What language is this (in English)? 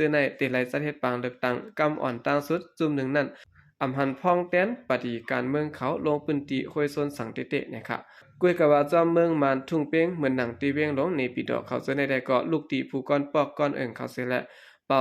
Shan